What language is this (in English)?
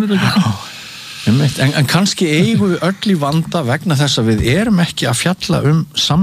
Icelandic